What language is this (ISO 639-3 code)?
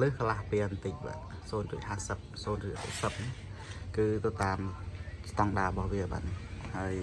khm